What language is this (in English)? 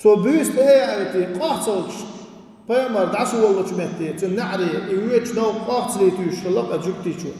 Chechen